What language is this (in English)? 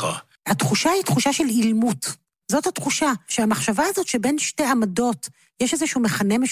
Hebrew